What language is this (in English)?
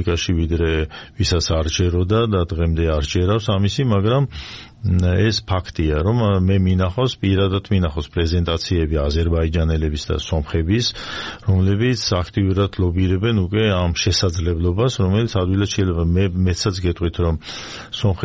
Georgian